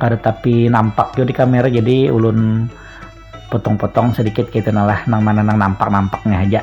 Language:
Banjar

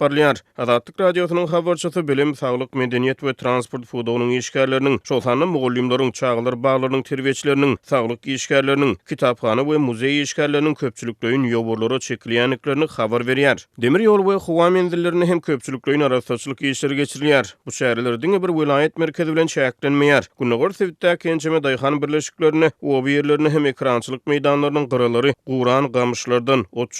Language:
Turkmen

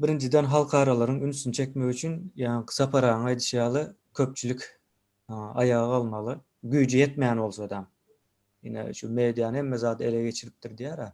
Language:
Turkmen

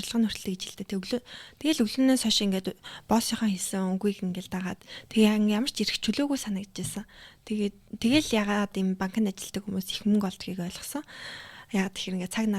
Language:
Mongolian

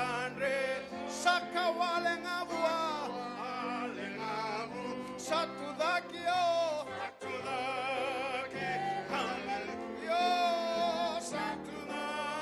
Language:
Fijian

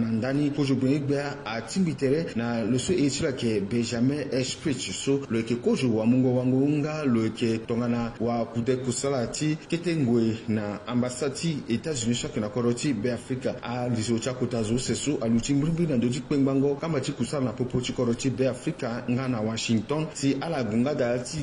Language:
Sango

